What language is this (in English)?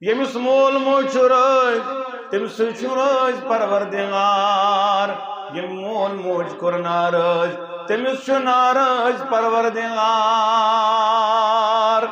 Kashmiri